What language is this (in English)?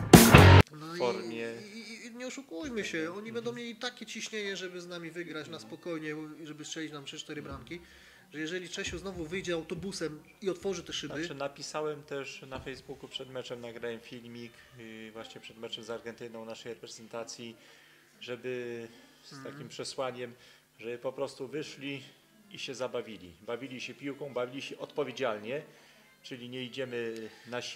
Polish